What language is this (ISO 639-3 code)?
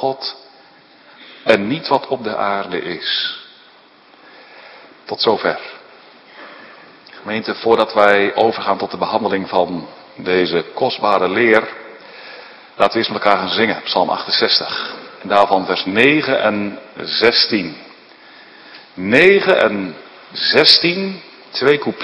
nld